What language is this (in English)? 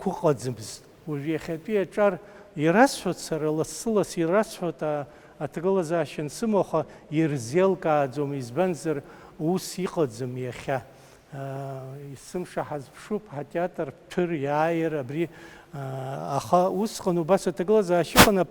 Abkhazian